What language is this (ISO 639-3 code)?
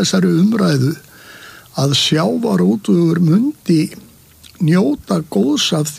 isl